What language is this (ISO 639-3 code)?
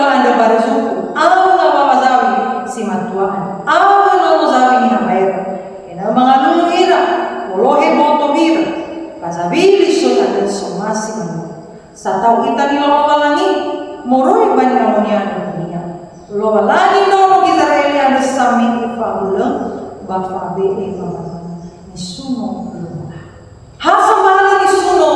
nia